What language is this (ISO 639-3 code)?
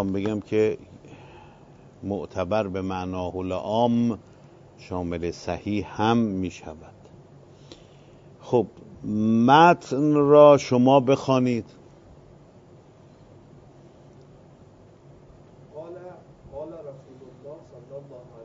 fas